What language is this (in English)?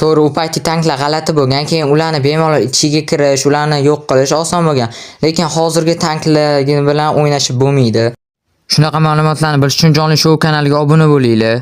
Uzbek